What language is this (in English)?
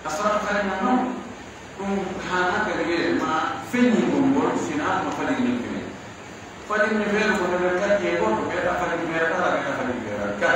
Pular